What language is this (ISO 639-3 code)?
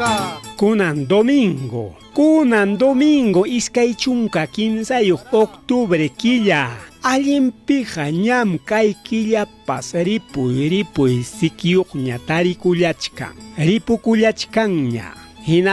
quy